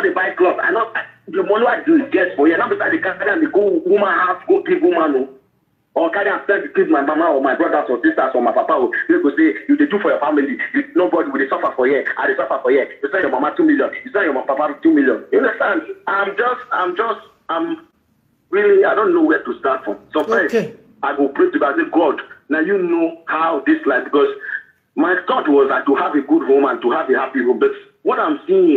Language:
Nigerian Pidgin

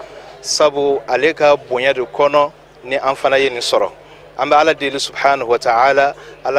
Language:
Bambara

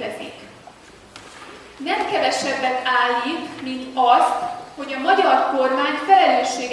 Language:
Hungarian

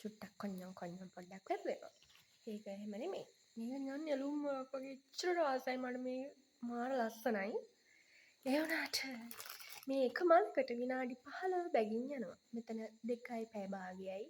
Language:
Sinhala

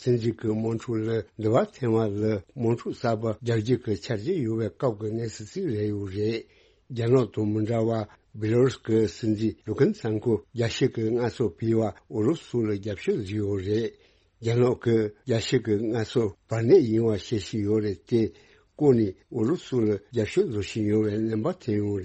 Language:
Tibetan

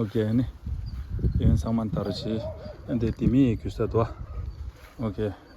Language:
Tibetan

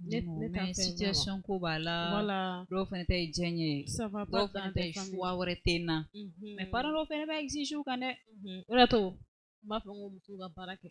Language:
Bambara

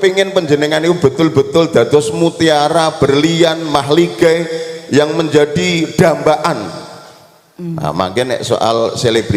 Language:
Javanese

